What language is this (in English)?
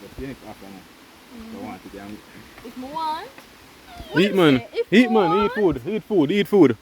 Jamaican Creole English